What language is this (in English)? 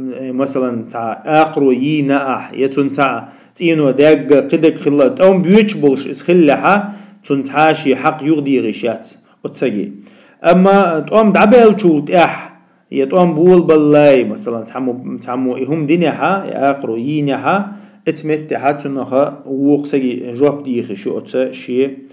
Chechen